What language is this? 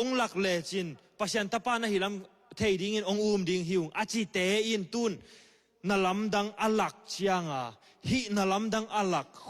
Tedim Chin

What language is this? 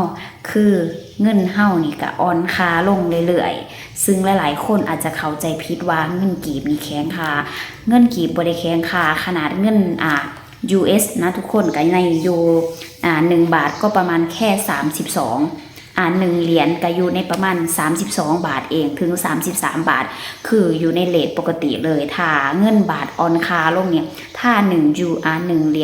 Lao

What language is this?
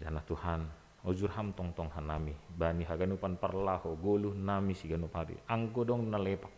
Batak Simalungun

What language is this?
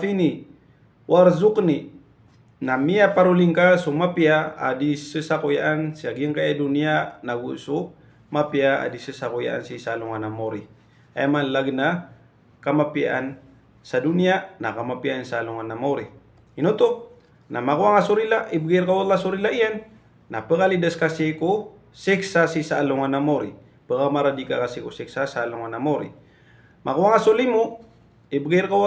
Maranao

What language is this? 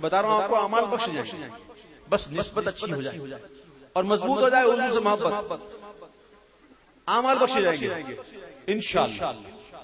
Urdu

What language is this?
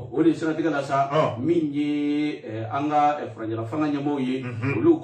Bambara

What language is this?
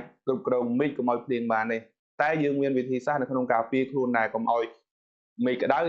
Khmer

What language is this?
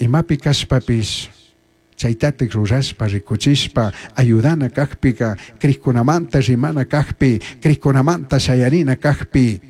Chimborazo Highland Quichua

